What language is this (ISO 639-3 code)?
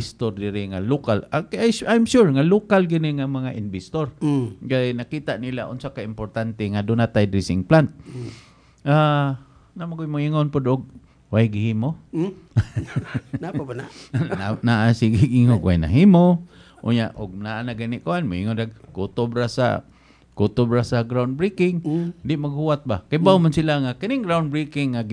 ceb